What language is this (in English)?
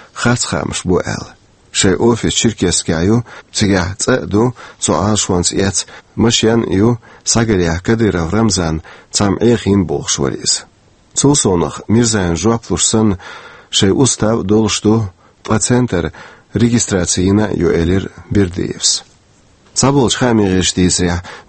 Chechen